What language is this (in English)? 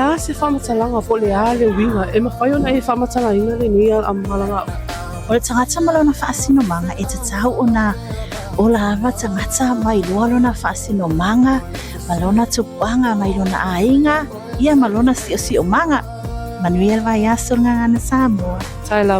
Samoan